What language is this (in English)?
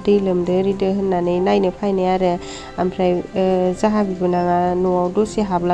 Bodo